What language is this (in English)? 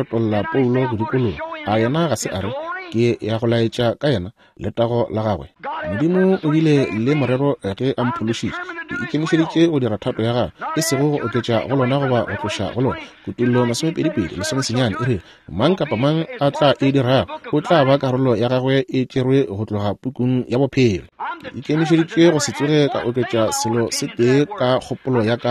Northern Sotho